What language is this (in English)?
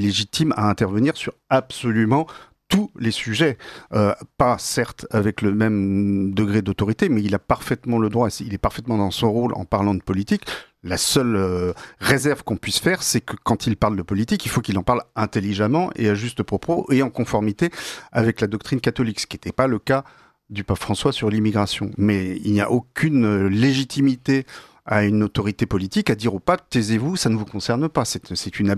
French